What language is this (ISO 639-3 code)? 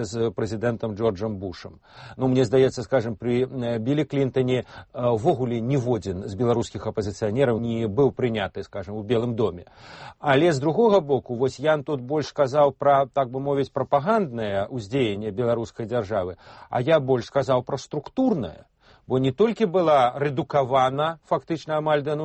bel